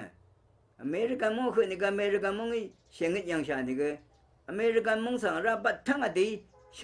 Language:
Rawang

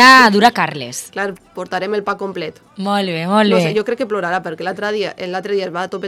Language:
Catalan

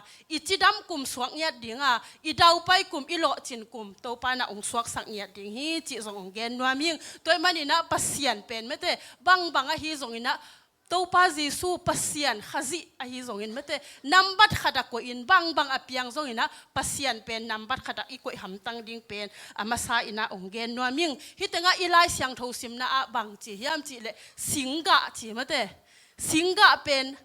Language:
Tedim Chin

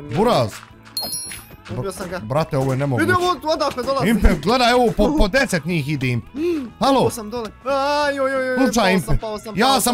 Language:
Bosnian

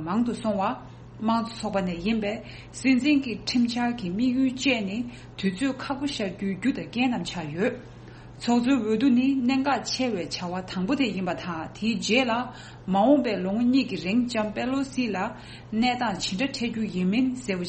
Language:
Tibetan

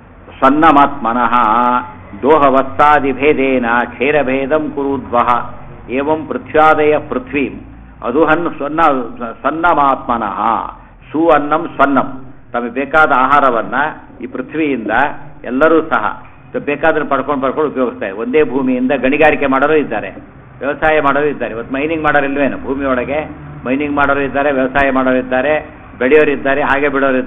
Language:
Kannada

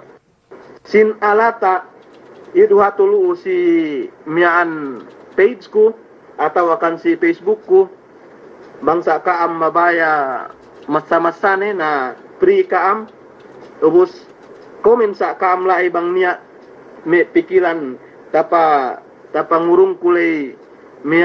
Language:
Yakan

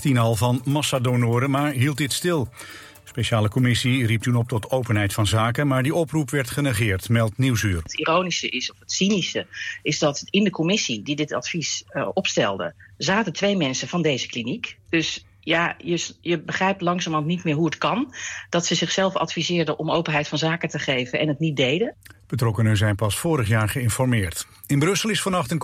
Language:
Dutch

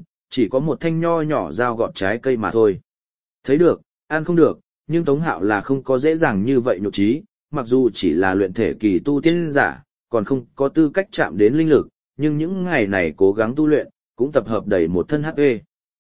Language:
Vietnamese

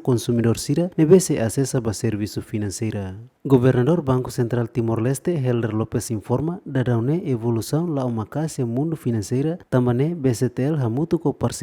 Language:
Tetum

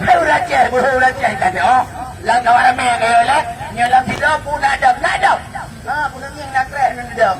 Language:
Achinese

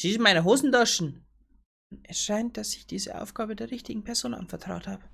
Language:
Bavarian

